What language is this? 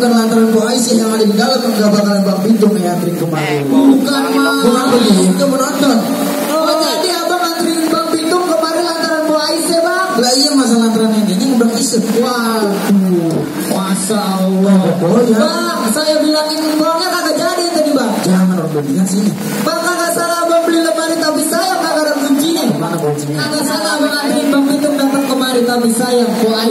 Betawi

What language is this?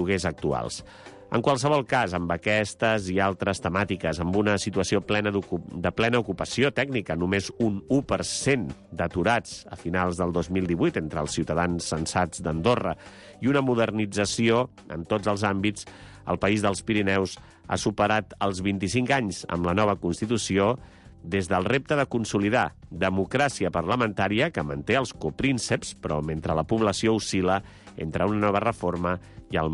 Catalan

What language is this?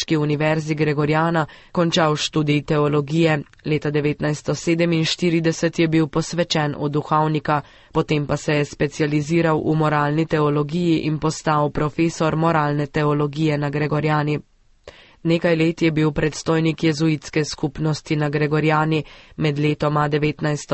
Slovenian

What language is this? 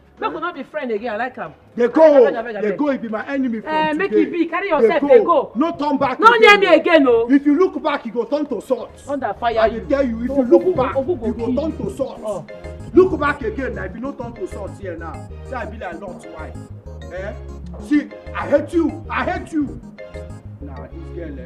Nigerian Pidgin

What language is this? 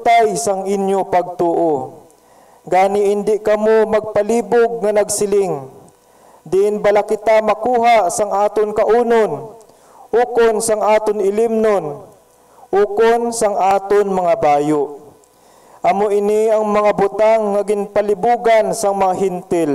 Hiligaynon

